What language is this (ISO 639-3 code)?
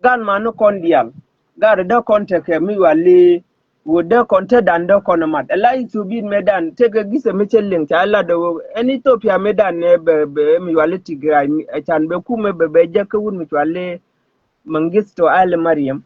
nus